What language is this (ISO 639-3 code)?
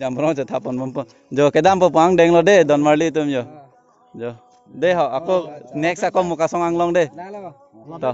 mjw